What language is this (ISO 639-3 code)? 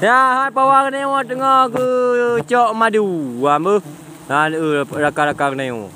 ace